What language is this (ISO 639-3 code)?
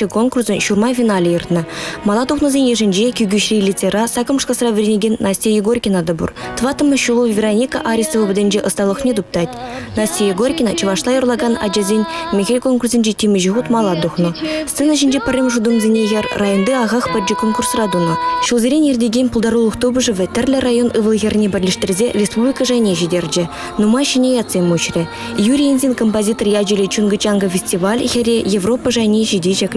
chv